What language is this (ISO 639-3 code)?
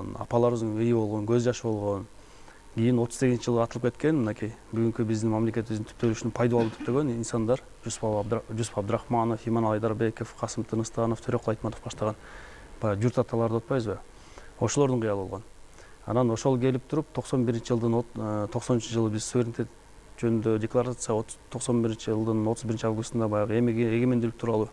kir